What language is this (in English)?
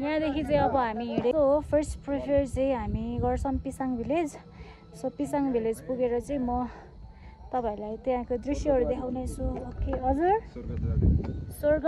Nepali